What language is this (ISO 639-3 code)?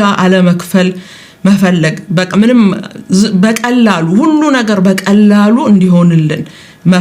amh